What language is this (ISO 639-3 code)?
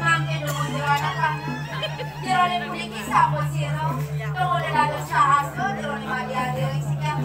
ban